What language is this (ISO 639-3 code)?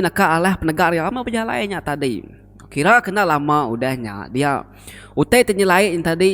iba